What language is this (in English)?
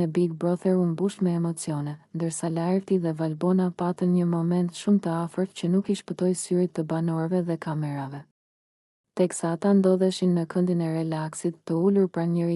Albanian